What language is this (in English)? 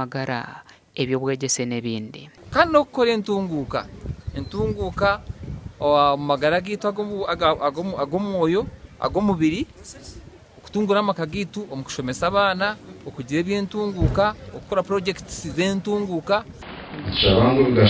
Nyankole